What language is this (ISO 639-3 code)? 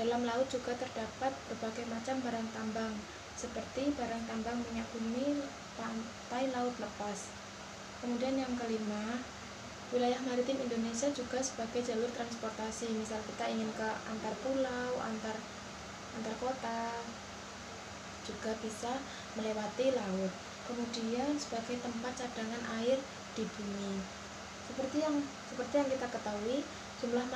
ind